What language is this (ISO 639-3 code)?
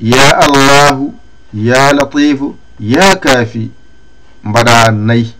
ful